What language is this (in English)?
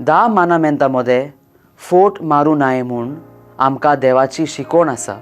Konkani